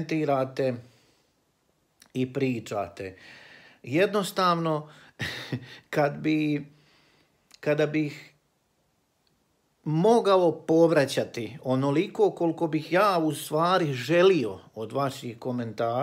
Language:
Croatian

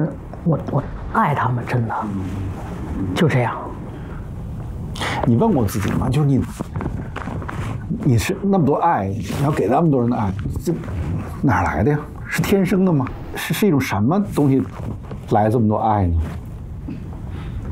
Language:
Chinese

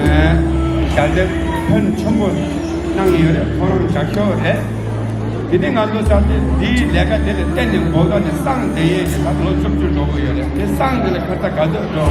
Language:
Tibetan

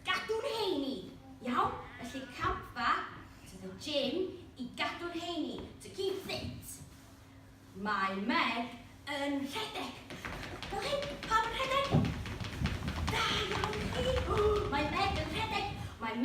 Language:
Welsh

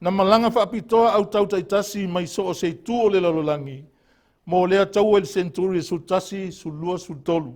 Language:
Samoan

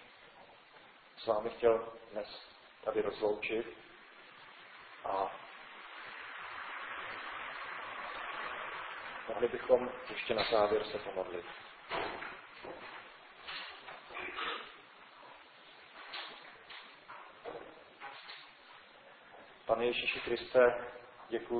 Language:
Czech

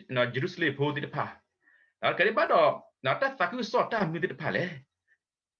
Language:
S'gaw Karen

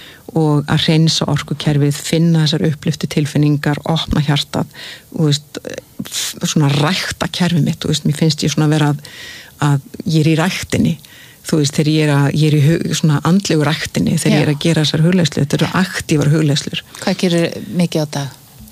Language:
Icelandic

